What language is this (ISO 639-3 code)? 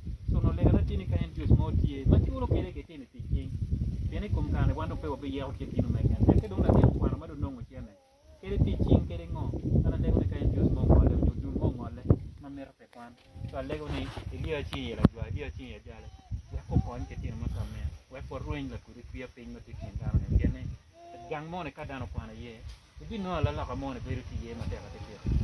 ach